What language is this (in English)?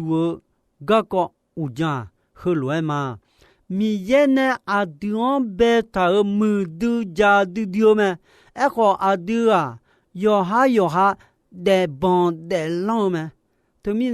Akha